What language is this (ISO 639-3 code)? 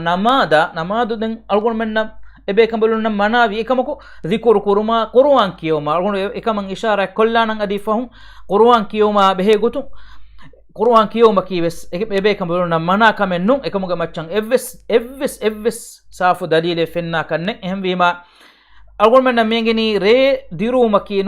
div